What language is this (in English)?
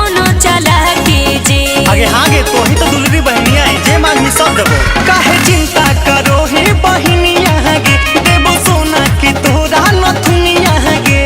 Magahi